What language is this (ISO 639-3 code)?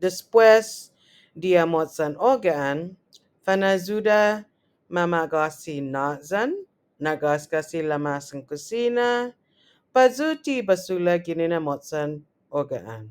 cha